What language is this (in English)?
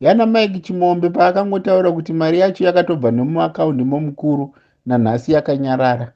Shona